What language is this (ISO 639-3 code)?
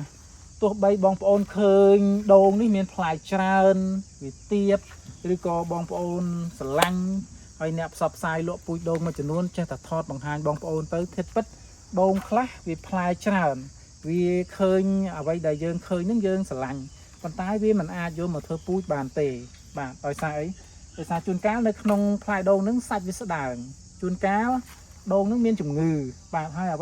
khm